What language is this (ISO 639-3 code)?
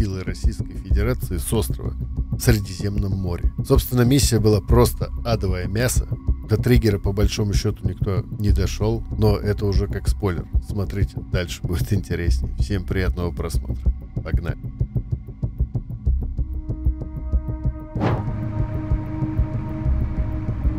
rus